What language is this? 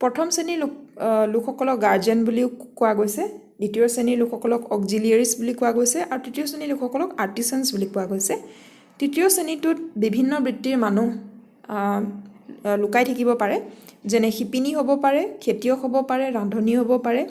Assamese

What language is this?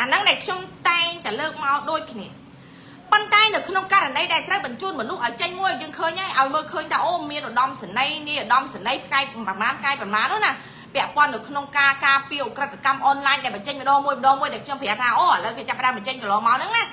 Khmer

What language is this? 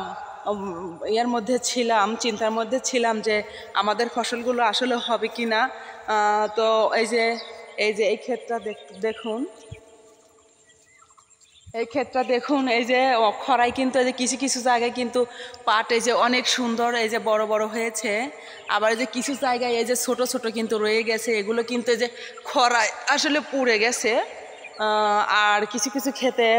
Bangla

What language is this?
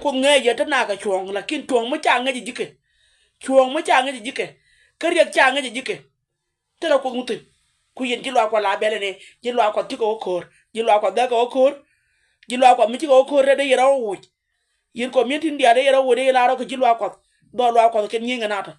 Nuer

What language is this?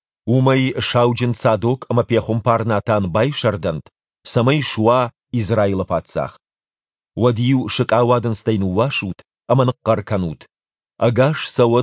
Ossetic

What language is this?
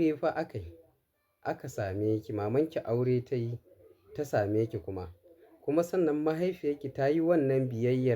Hausa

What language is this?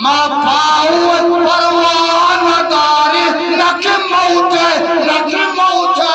Eastern Balochi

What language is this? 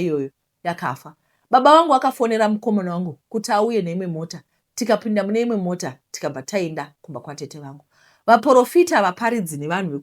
Shona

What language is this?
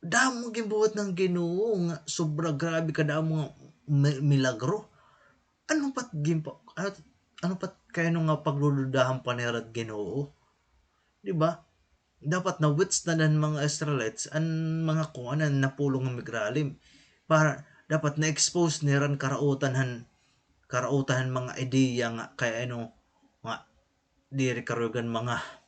Waray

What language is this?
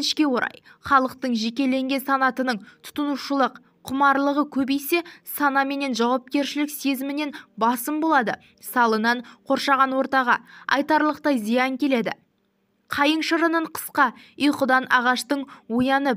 Kazakh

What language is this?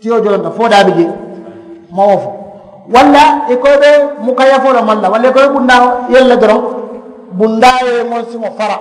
Mandingo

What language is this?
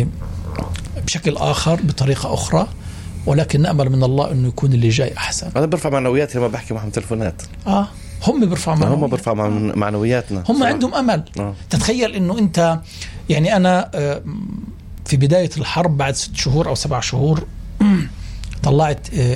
North Levantine Arabic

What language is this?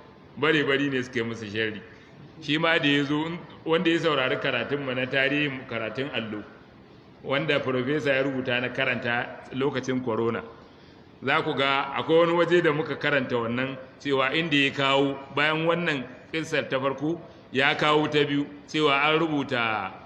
Hausa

